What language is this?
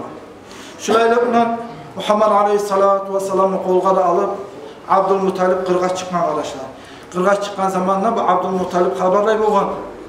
Kumyk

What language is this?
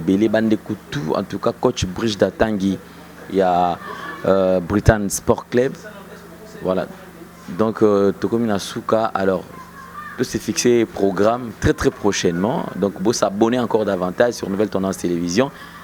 Lingala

